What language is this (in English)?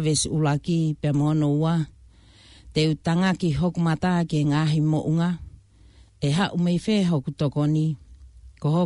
Tongan